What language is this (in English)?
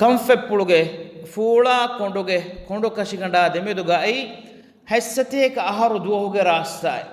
Divehi